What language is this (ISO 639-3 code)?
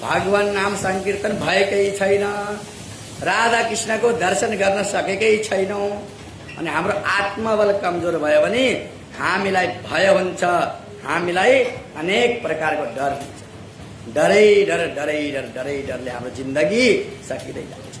nep